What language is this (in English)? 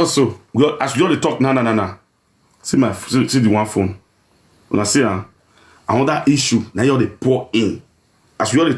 Nigerian Pidgin